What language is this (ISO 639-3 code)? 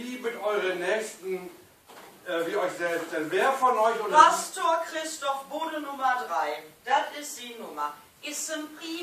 nds